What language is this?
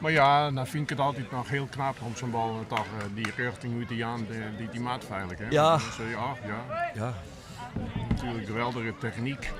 Western Frisian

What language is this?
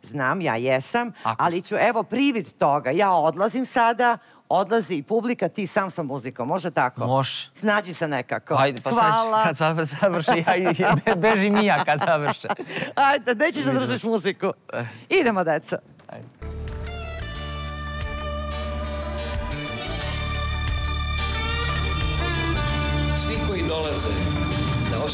Serbian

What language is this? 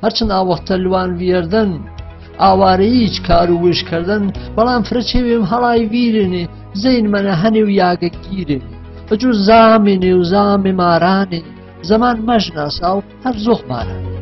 Gurani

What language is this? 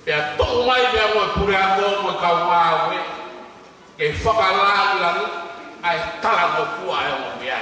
Tongan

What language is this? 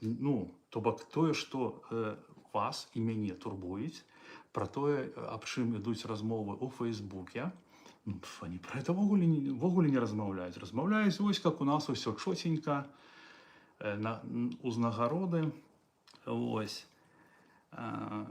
Belarusian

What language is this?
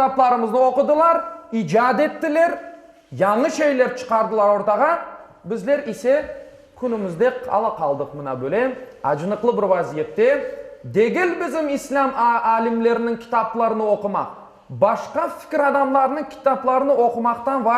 Crimean Tatar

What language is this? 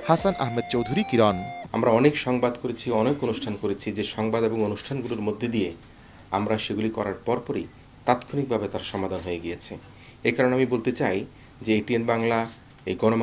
Bangla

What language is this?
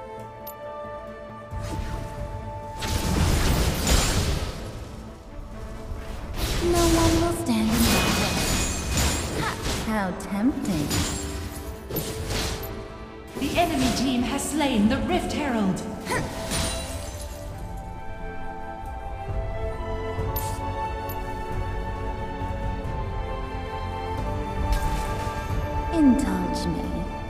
English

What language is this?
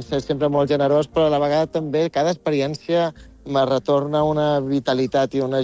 Catalan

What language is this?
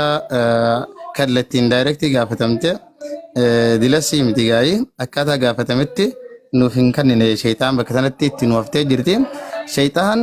Oromo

